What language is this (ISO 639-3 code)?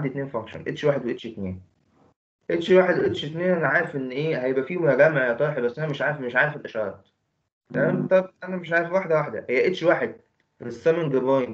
arz